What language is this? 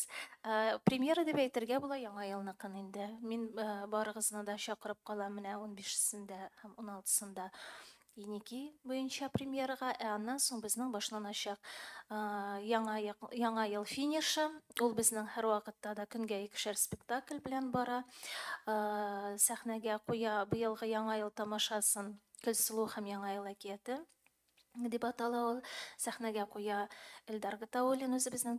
Tatar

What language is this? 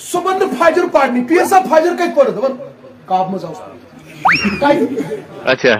Kashmiri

